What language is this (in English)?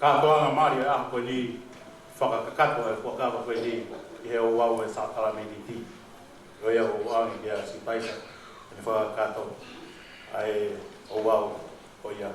Tongan